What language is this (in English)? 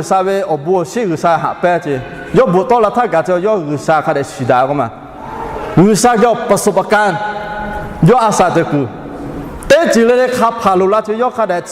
Lahu